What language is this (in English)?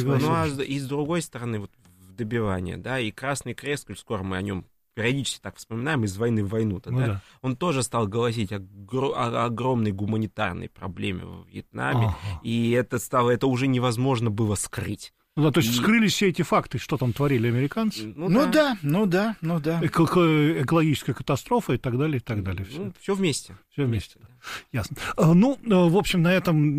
Russian